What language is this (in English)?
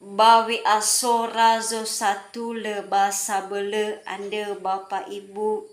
Nias